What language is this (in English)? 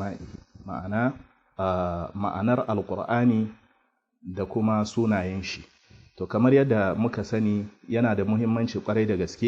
Hausa